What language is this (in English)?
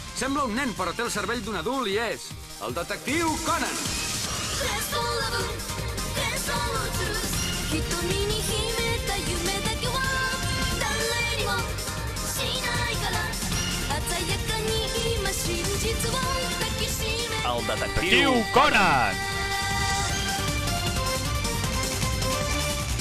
Catalan